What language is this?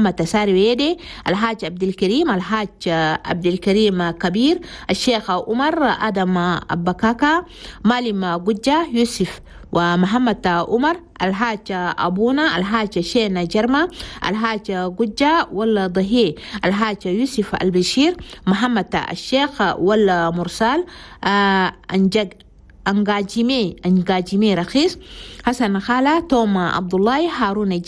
Chadian Arabic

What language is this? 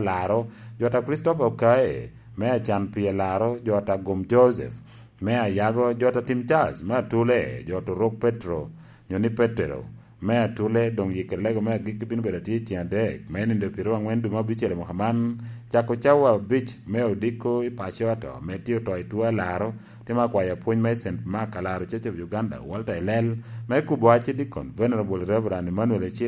Lango (Uganda)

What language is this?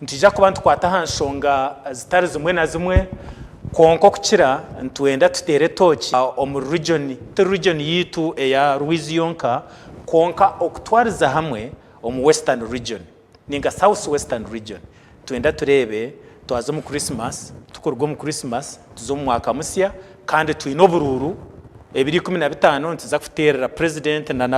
Nyankole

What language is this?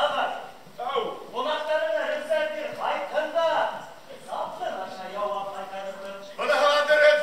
Bashkir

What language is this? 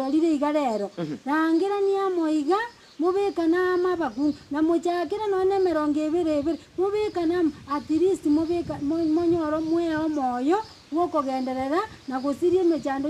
Gusii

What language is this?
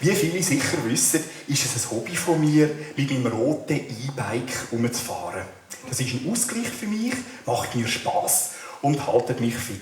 Swiss German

